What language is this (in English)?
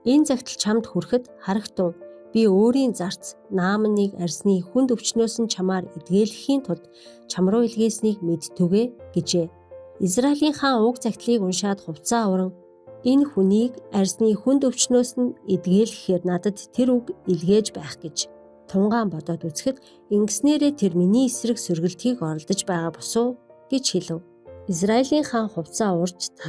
Mongolian